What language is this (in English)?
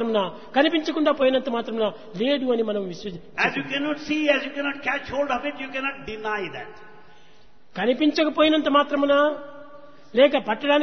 Telugu